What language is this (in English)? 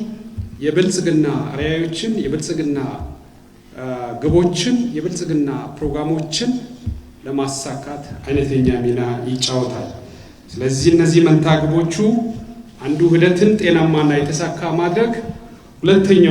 Amharic